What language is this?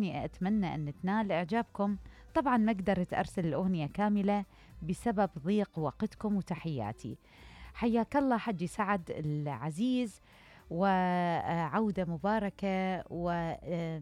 Mesopotamian Arabic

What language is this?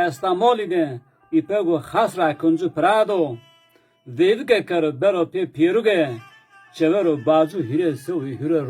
Zaza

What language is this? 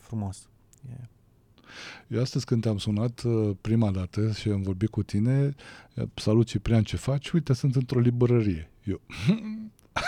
Romanian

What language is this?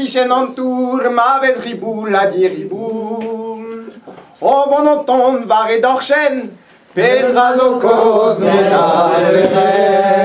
Breton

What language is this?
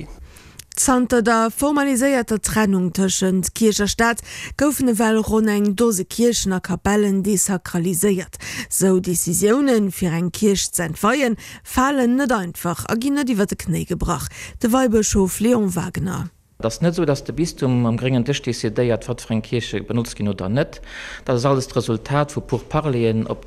Luxembourgish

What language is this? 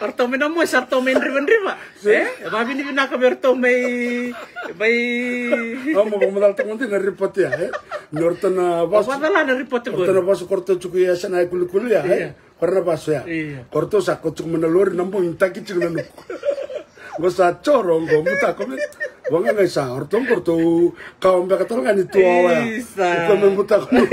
Fijian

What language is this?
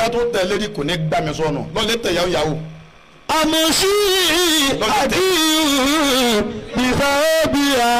Yoruba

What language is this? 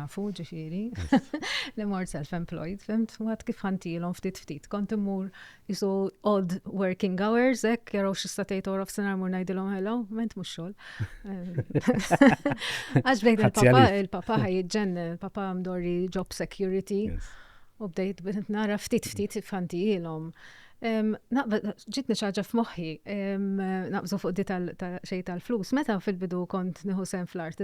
Maltese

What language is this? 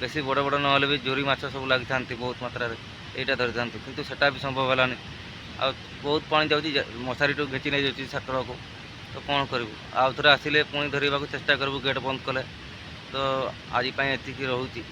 Odia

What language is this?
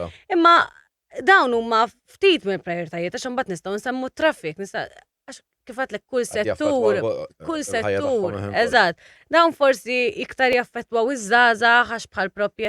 Maltese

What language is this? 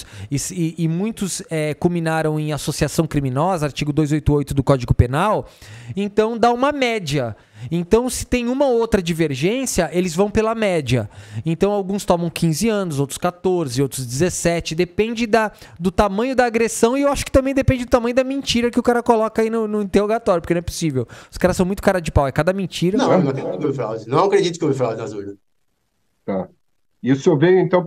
Portuguese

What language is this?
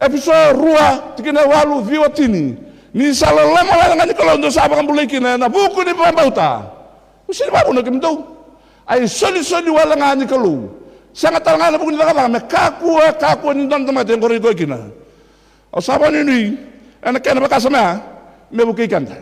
Fijian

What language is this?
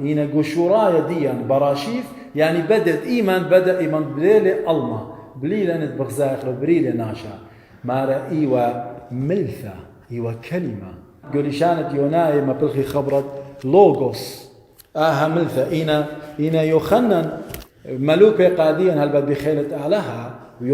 Assyrian Neo-Aramaic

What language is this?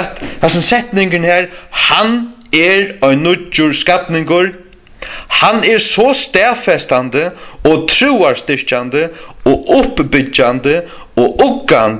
Faroese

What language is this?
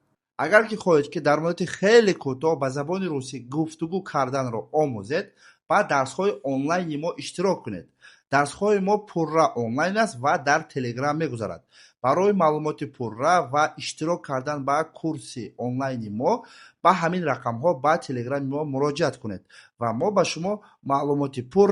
Tajik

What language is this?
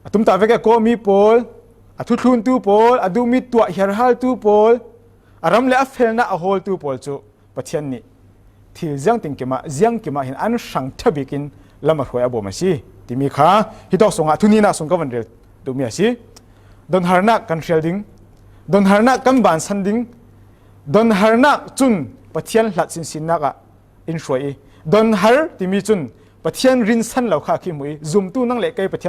Falam Chin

